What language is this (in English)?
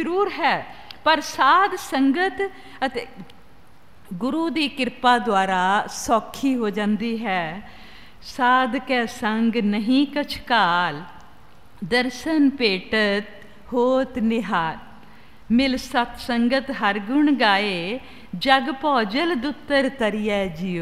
Punjabi